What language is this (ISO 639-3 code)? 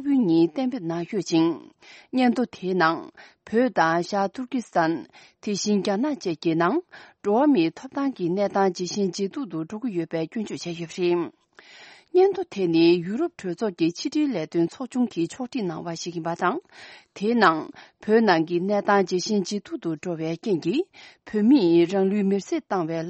bod